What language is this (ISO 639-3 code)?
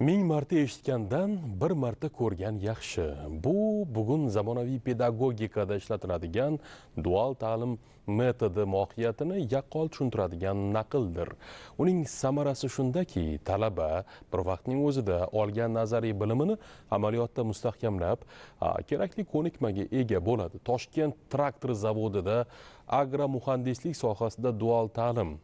uzb